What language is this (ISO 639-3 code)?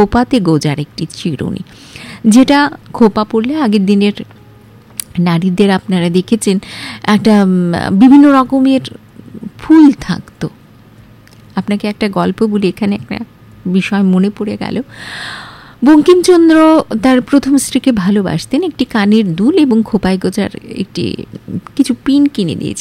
ben